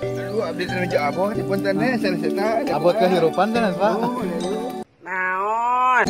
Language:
Sundanese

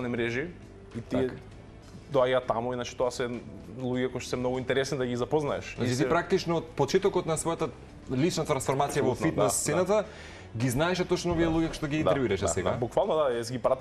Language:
Macedonian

